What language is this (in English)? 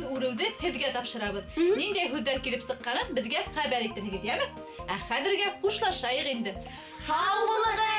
Bashkir